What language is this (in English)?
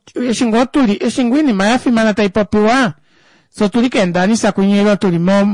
Kuanyama